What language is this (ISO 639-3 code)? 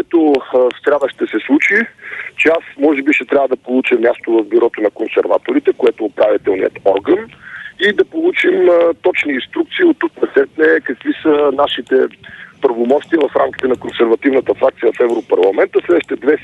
bul